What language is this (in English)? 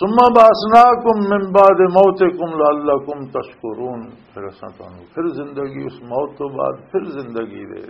Western Panjabi